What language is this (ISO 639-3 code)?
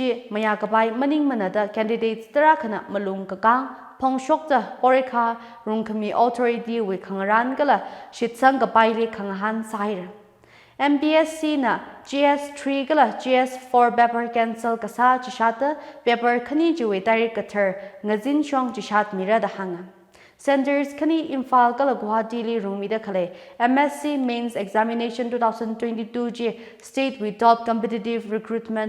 nmf